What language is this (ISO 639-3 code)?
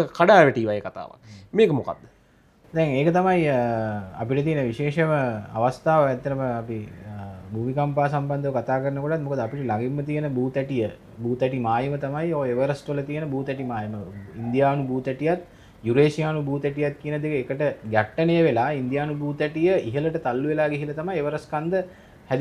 sin